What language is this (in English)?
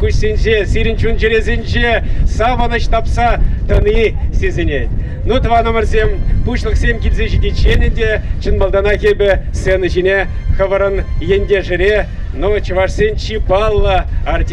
Chuvash